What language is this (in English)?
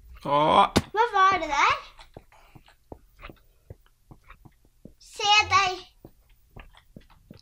Norwegian